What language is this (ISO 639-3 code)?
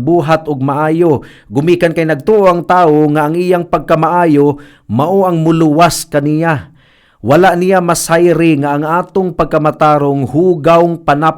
ceb